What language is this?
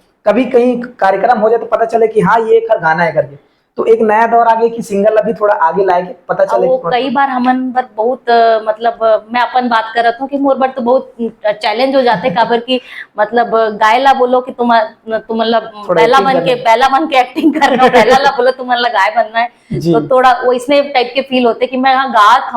Chhattisgarhi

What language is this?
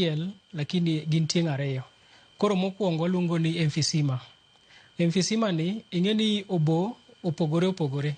Luo (Kenya and Tanzania)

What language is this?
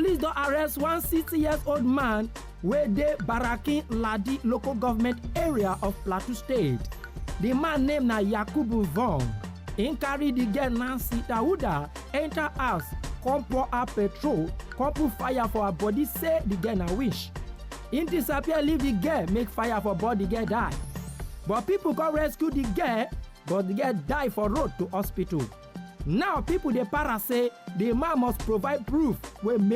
Nigerian Pidgin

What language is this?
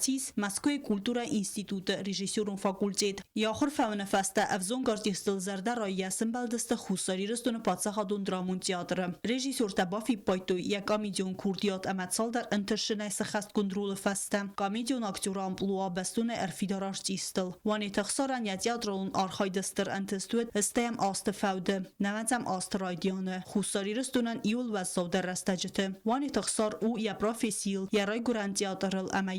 Ossetic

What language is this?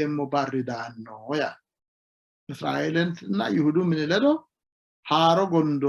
Sidamo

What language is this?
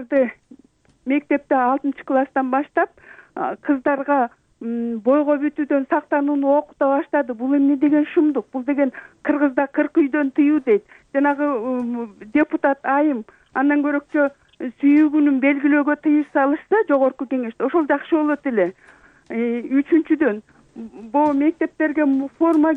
Kyrgyz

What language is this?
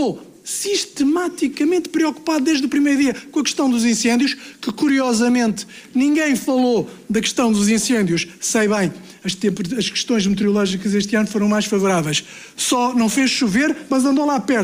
Portuguese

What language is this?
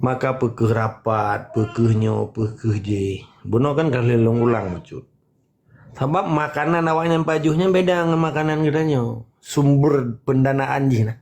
Achinese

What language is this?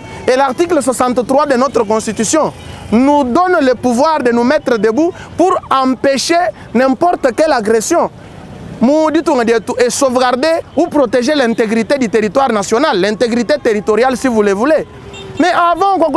Luba-Lulua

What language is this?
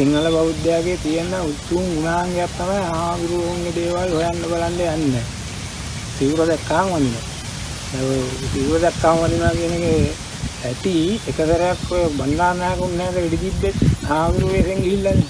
Sinhala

